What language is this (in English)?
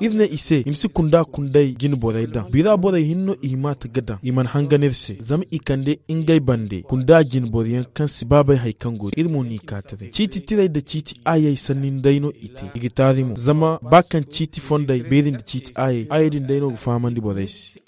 Zarma